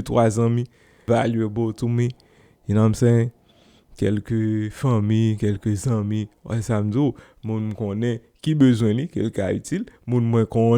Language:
Haitian Creole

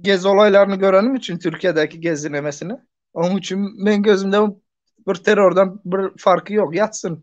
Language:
Turkmen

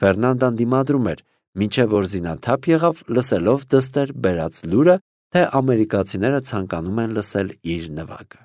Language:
Armenian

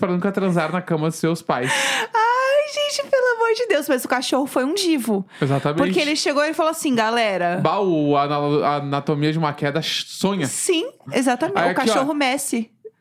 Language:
Portuguese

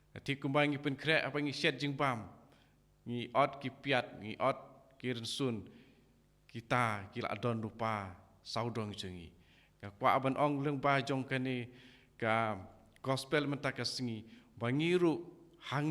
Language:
Khasi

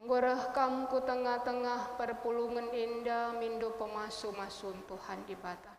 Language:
Batak Karo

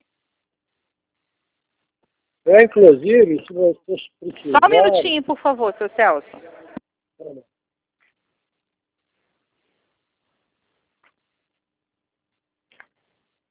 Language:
Portuguese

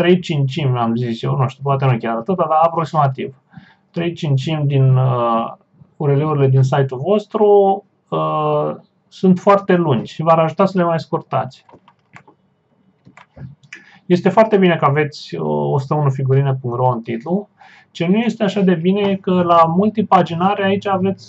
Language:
Romanian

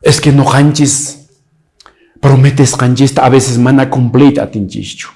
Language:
Quechua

